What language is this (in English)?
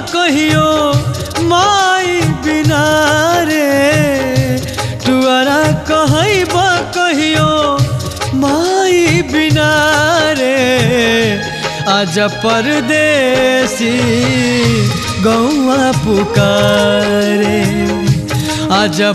Bhojpuri